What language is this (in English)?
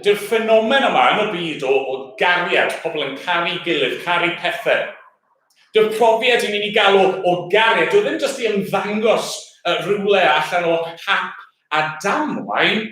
Welsh